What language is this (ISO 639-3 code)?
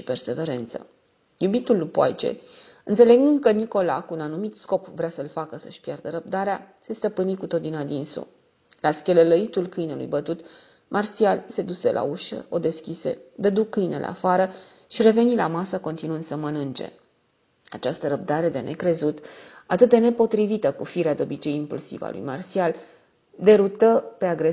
ron